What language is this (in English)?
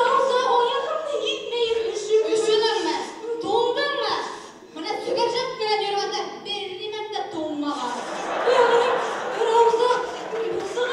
Bashkir